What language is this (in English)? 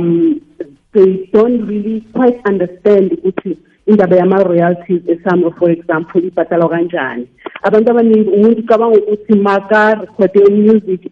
South Ndebele